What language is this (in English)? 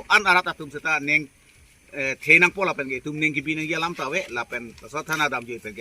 Karbi